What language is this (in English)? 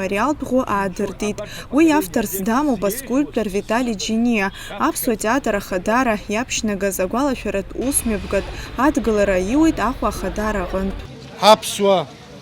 Abkhazian